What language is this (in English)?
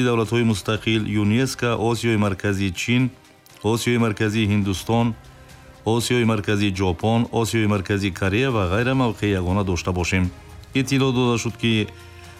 Tajik